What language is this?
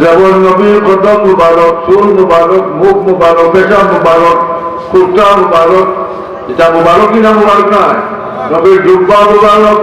Sylheti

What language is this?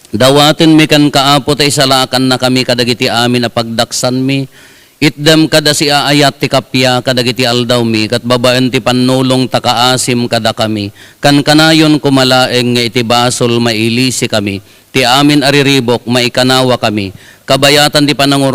Iloko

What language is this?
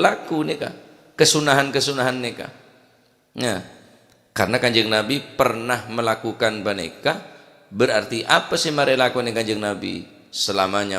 Madurese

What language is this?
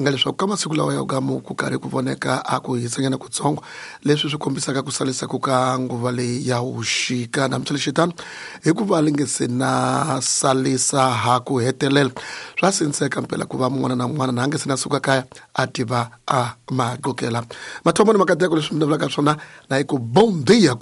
Tsonga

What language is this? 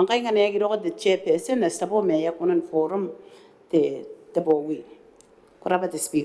Gilbertese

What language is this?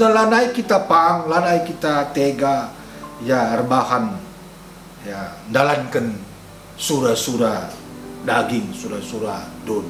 Batak Karo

